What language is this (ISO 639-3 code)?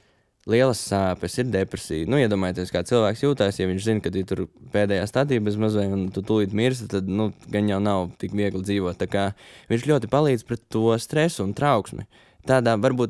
lav